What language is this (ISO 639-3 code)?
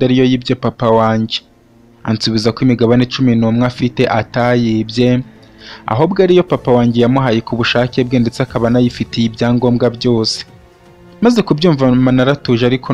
kin